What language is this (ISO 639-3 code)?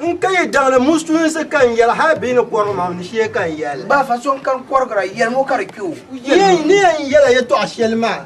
dag